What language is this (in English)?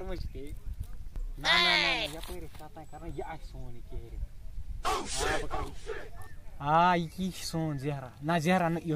Kashmiri